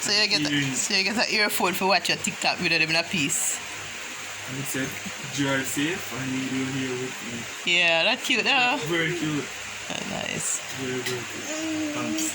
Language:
Jamaican Creole English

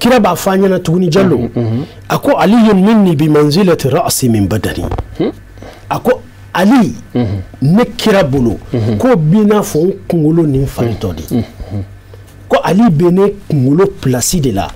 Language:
Bambara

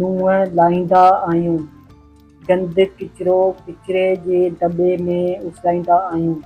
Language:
Sindhi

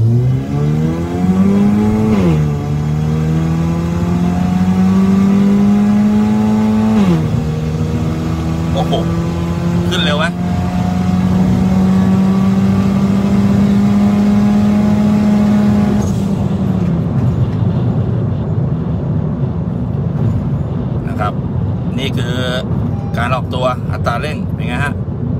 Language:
Thai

